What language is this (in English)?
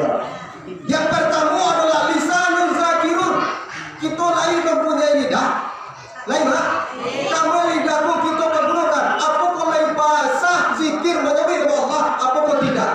Minangkabau